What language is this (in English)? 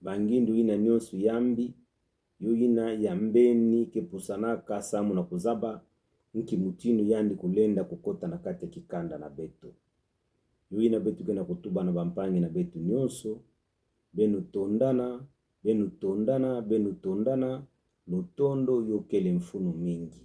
Kituba (Democratic Republic of Congo)